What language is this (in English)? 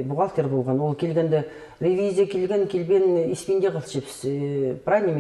Khakas